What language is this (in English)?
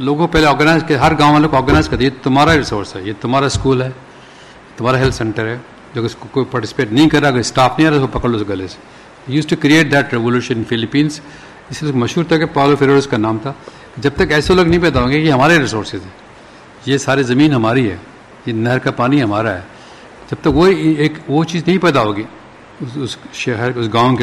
Urdu